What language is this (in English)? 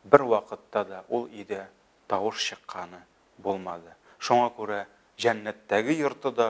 Tatar